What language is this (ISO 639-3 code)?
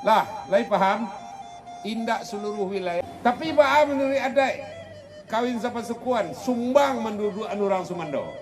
min